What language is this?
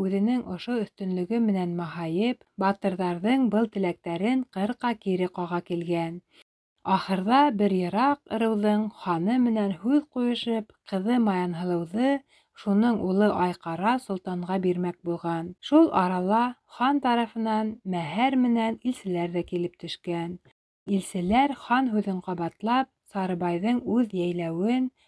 Bashkir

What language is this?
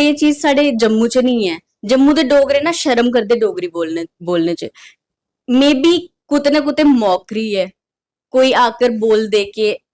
Dogri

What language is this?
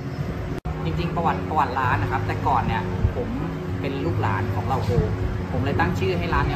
Thai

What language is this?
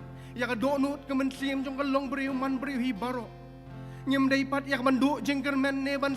Khasi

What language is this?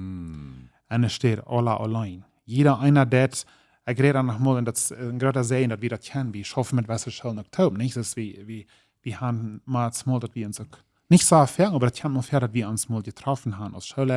Plautdietsch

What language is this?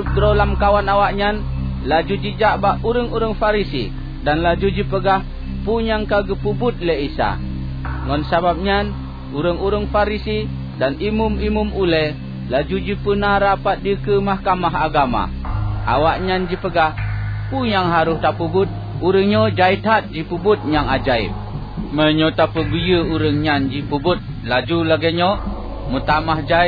Achinese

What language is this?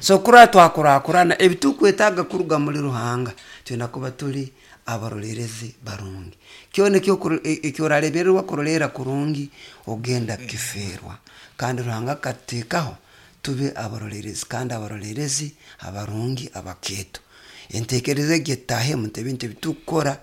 Nyankole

